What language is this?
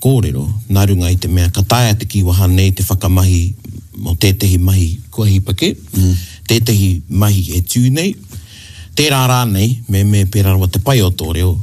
Māori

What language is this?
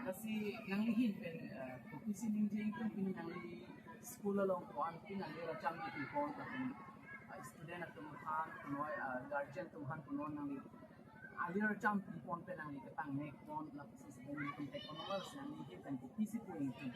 Karbi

